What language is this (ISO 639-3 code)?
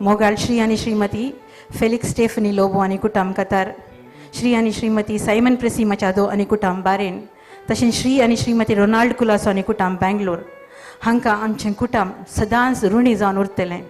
kok